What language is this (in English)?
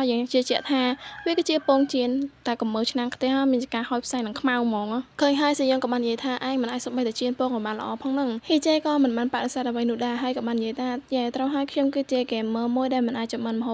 Khmer